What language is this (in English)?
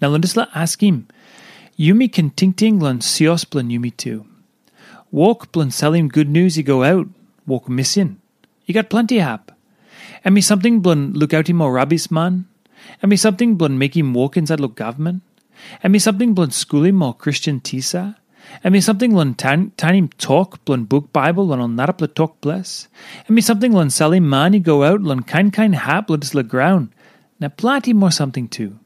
Tok Pisin